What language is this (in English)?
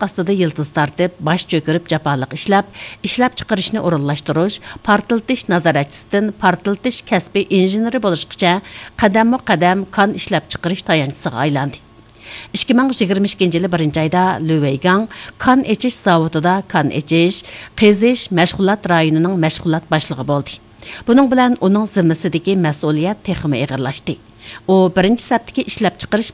Uyghur